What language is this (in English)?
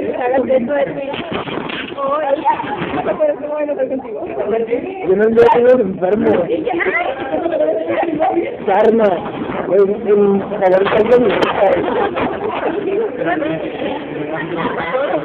Spanish